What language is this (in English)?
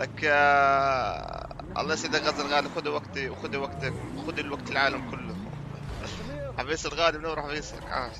North Levantine Arabic